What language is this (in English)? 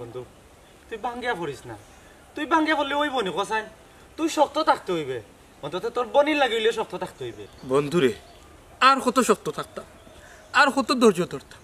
Sylheti